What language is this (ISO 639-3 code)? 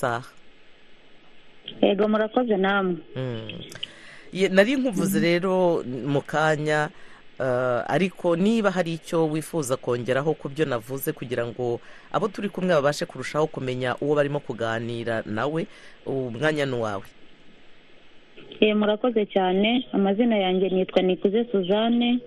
kin